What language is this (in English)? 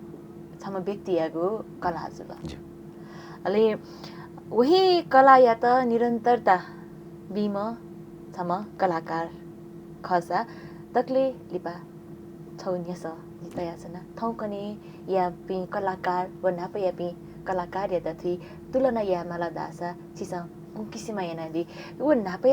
Newari